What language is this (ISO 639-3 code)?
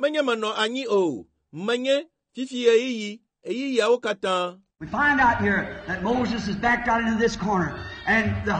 ewe